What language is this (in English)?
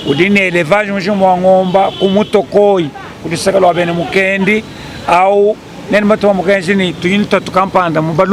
Luba-Lulua